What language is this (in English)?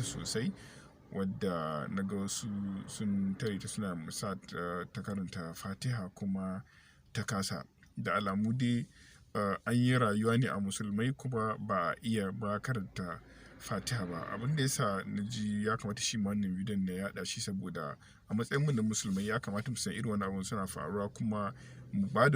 Hausa